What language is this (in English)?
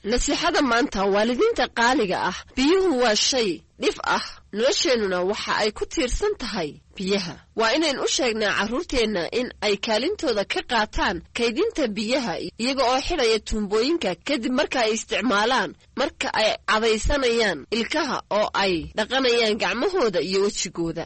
Somali